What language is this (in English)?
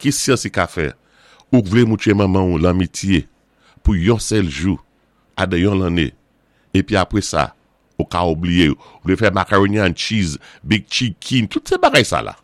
Saint Lucian Creole French